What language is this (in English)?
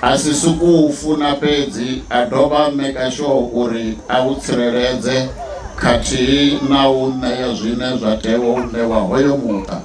Venda